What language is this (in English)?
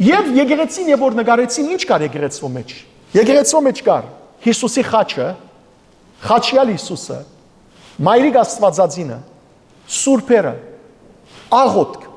Western Armenian